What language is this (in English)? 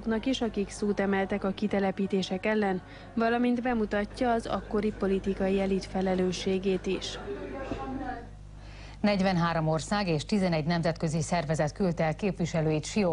Hungarian